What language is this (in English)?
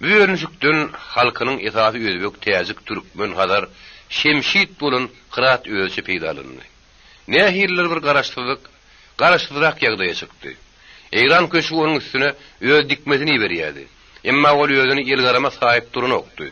Turkmen